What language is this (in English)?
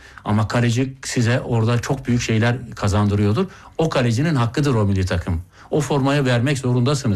Turkish